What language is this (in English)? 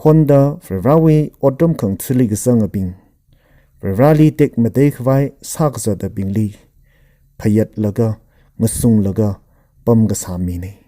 Tangkhul Naga (India)